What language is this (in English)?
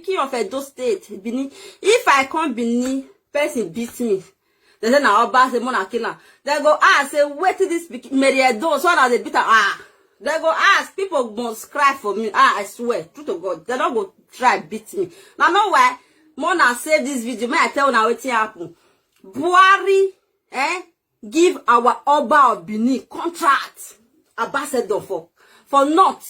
Nigerian Pidgin